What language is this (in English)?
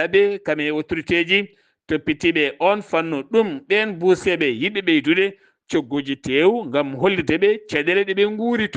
Fula